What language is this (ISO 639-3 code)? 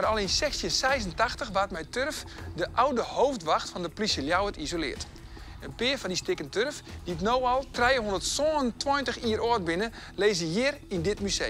fry